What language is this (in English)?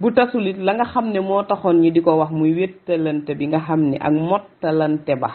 Wolof